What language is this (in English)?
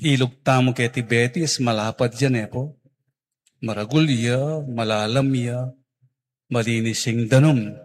Pampanga